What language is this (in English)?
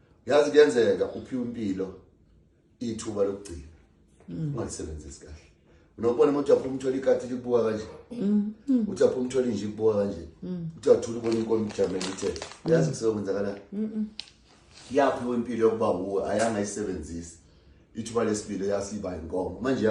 Zulu